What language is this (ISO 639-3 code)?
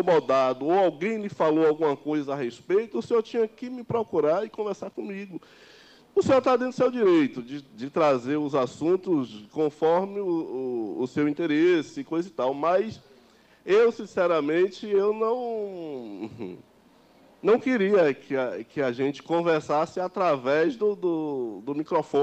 por